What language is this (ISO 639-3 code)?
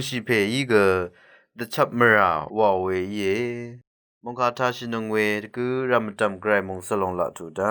raw